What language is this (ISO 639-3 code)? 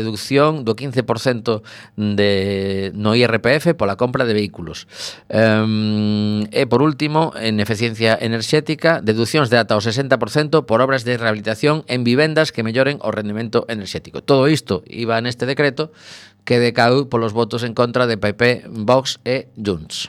glg